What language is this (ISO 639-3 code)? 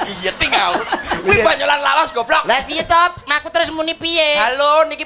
jav